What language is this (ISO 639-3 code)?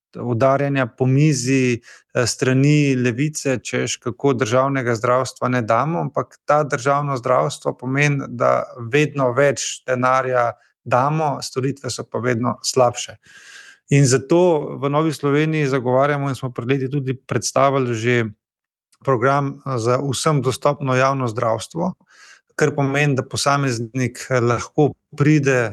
slv